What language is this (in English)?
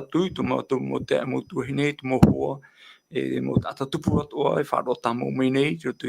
Tahitian